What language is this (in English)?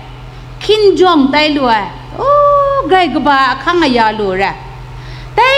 Kachin